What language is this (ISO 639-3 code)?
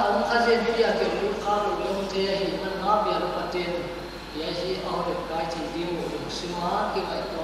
pck